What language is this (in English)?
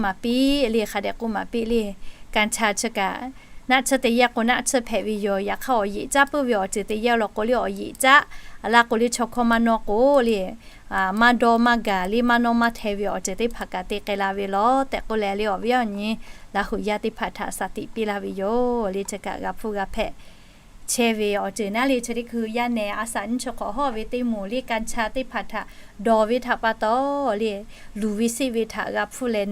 Lahu